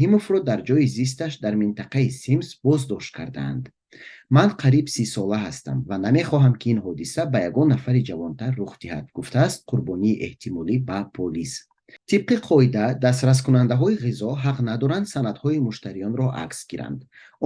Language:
Tajik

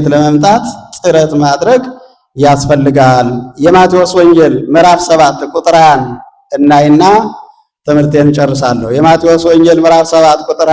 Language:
Amharic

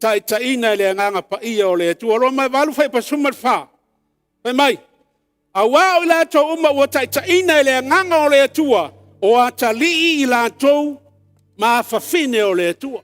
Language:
Samoan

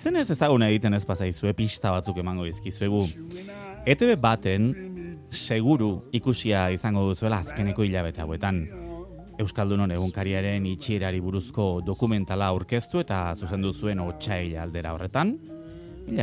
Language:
Basque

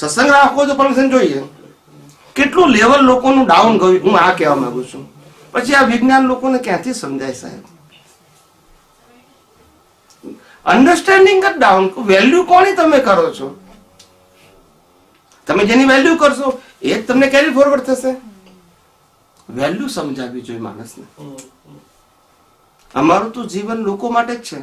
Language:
Gujarati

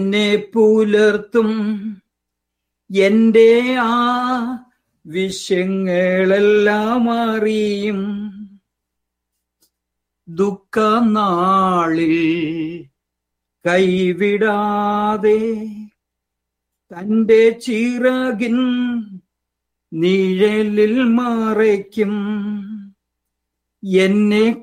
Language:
Malayalam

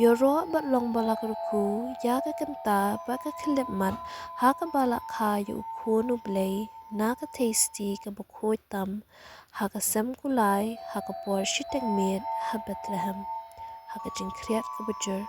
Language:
Khasi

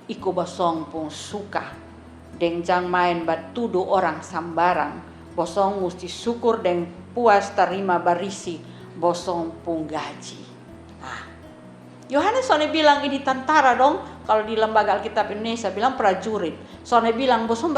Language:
Kupang Malay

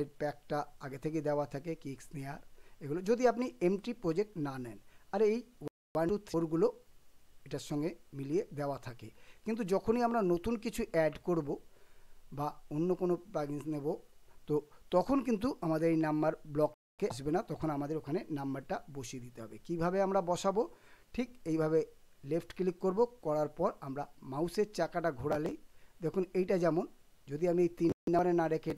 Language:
Bangla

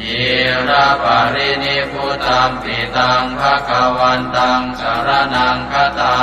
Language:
Pali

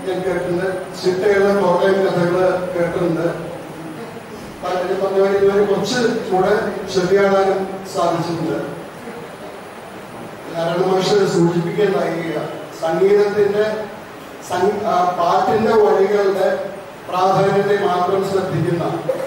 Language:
Malayalam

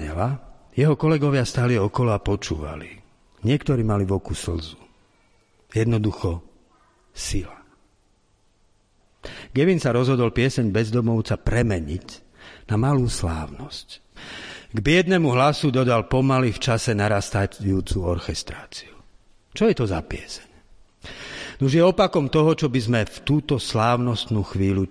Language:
Slovak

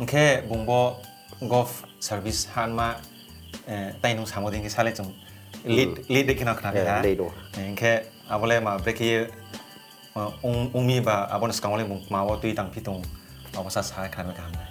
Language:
Riang (India)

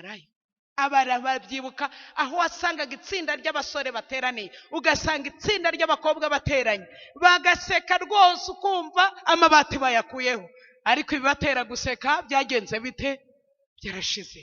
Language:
Kinyarwanda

